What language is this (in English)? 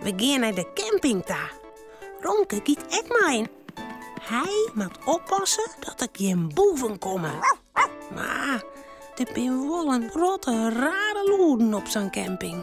Western Frisian